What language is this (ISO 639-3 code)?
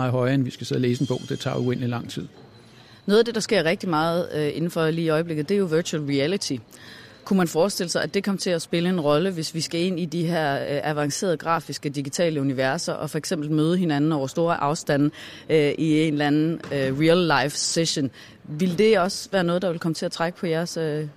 dan